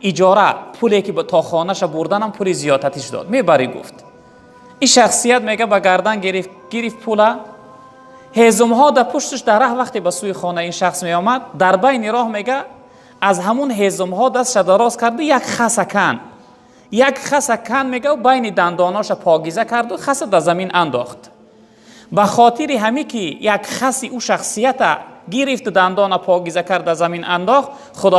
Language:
Tajik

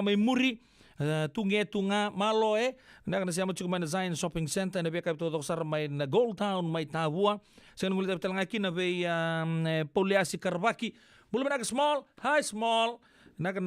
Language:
Fijian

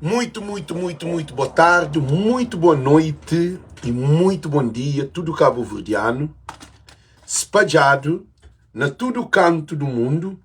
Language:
Kabuverdianu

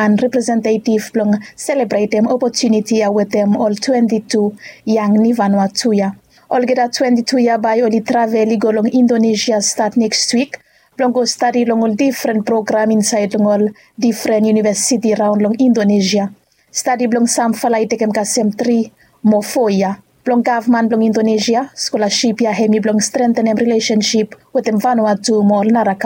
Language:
Bislama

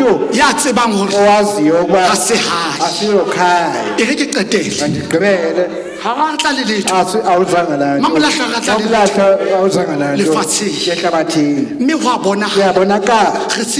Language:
Southern Sotho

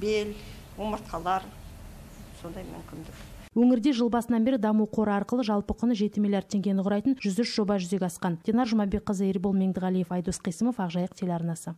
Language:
Kazakh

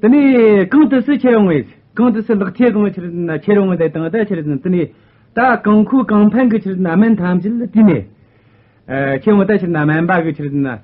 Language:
Tibetan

